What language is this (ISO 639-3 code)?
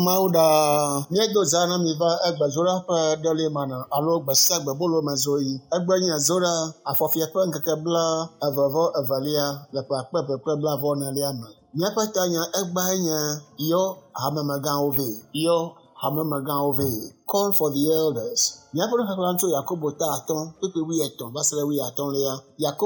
ewe